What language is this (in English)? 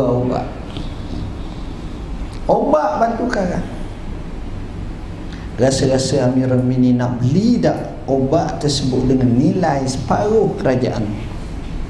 Malay